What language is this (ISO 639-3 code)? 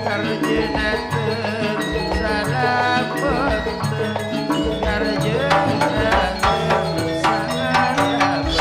mad